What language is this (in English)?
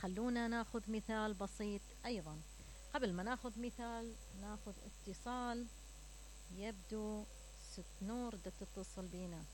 Mesopotamian Arabic